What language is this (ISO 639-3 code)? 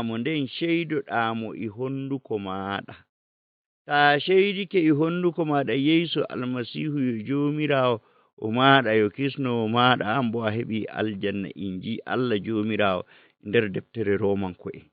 ful